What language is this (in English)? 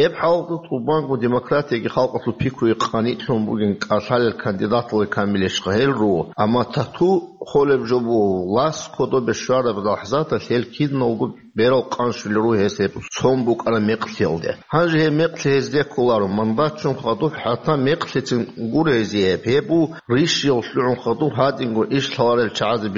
Avaric